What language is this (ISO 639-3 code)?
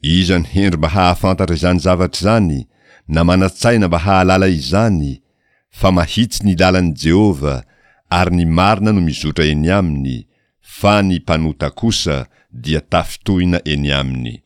mlg